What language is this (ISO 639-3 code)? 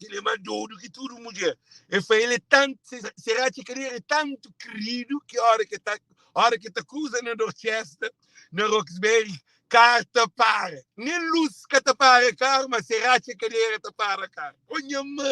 kea